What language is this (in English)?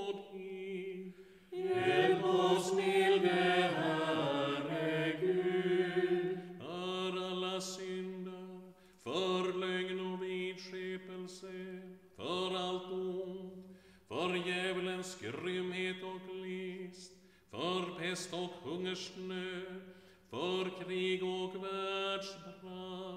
Swedish